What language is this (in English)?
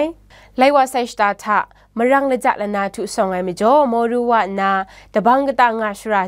Kachin